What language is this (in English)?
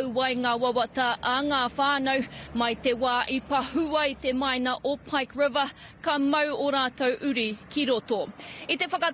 Māori